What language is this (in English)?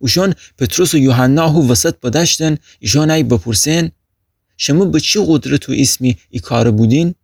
Gilaki